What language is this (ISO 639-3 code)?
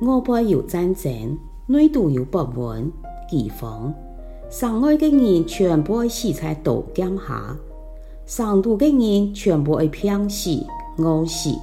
hak